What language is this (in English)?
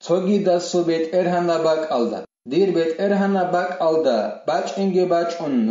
Avaric